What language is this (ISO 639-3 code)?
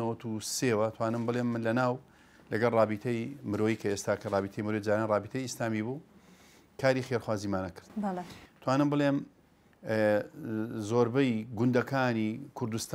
ckb